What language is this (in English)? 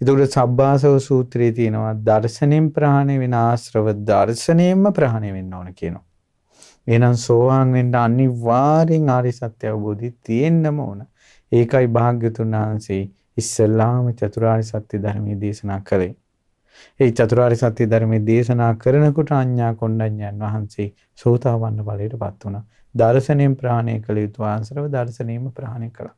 Sinhala